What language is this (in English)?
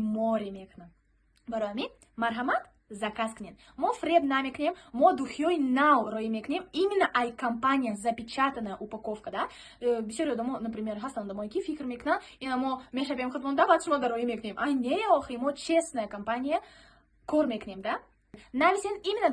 Tajik